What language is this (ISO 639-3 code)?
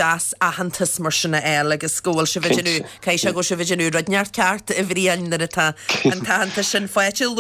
gle